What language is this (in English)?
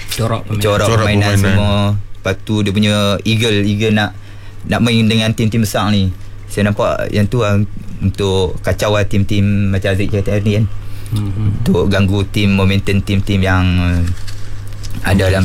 Malay